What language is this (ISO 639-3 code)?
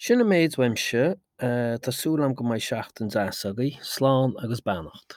gle